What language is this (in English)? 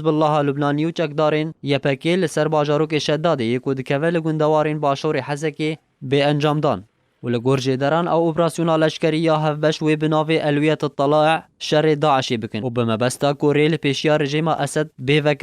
Kurdish